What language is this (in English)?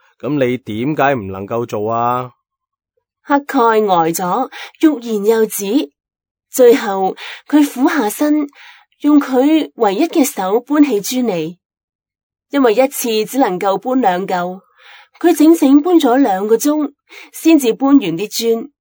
Cantonese